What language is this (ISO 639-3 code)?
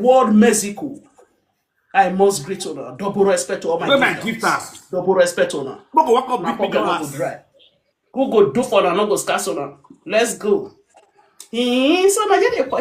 pcm